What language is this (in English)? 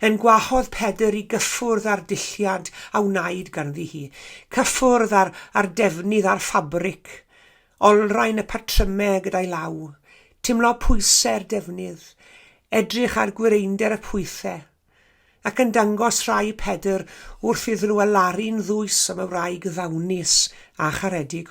Welsh